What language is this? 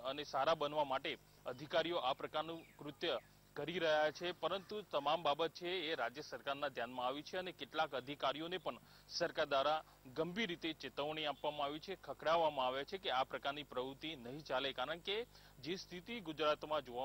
Gujarati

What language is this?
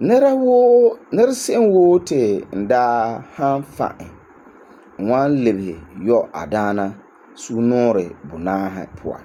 Frafra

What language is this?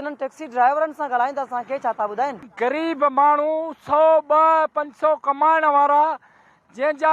Sindhi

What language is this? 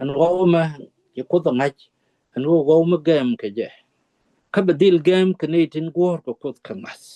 Nuer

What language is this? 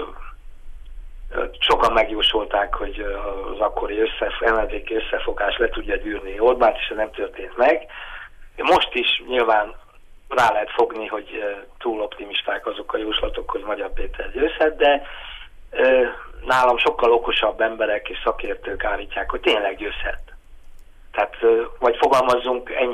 Hungarian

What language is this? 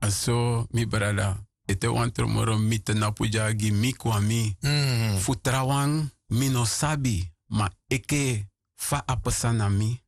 Sranan Tongo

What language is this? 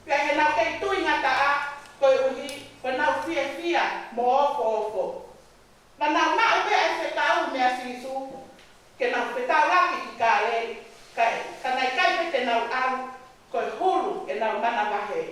Tongan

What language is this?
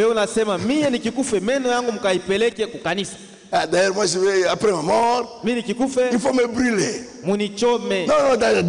Swahili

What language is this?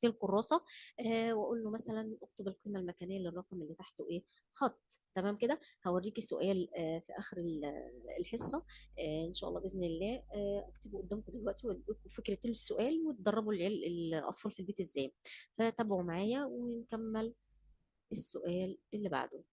Egyptian Arabic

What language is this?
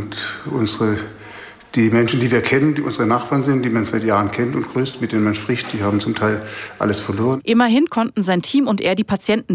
German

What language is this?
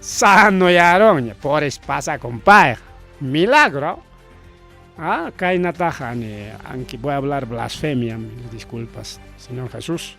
Ayacucho Quechua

